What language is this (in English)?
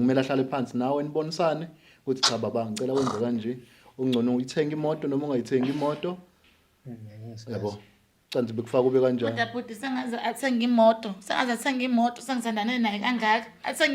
Zulu